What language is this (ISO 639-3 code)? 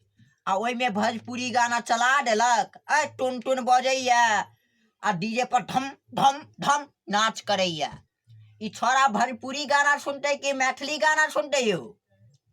mai